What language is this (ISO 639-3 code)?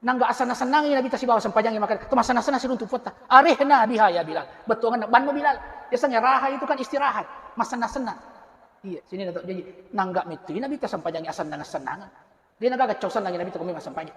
bug